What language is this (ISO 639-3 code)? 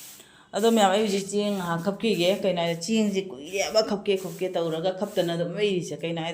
mni